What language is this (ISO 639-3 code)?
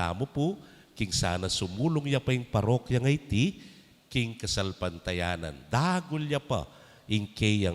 pam